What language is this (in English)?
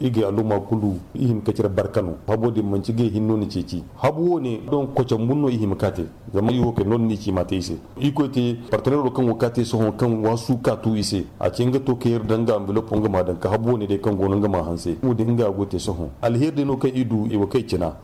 Zarma